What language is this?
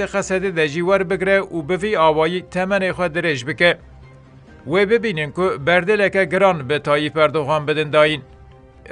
Kurdish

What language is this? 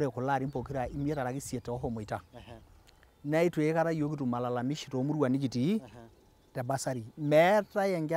Masai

